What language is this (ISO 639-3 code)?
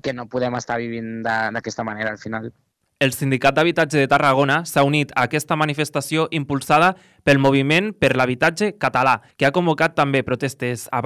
cat